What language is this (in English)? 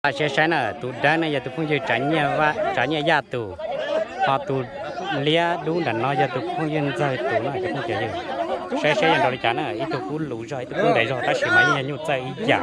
Hmong